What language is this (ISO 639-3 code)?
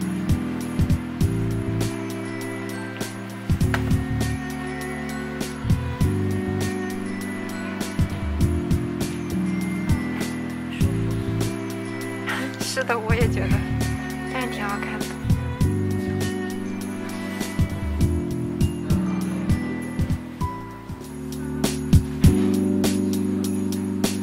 zho